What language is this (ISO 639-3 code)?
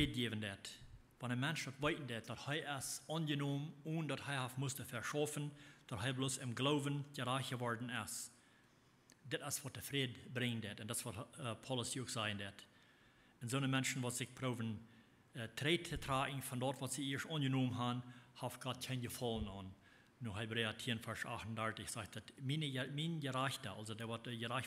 pdt